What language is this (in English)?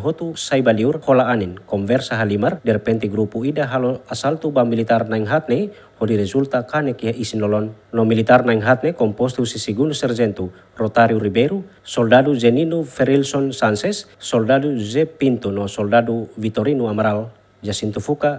Tetum